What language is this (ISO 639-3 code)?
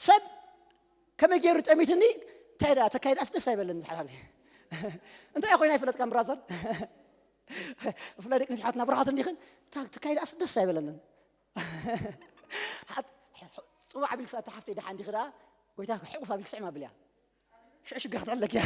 tir